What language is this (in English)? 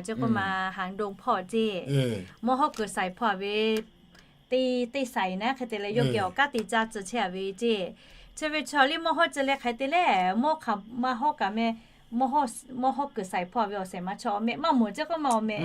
Lahu